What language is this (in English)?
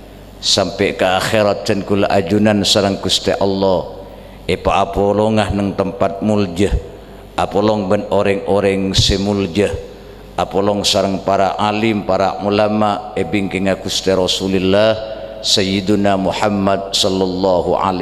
Madurese